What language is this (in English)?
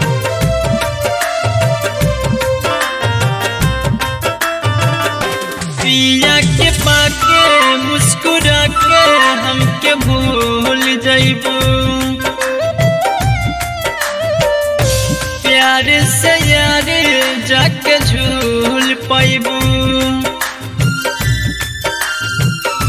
Bhojpuri